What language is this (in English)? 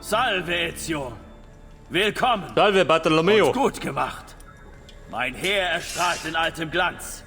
Bavarian